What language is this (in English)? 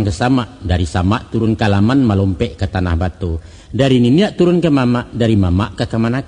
Minangkabau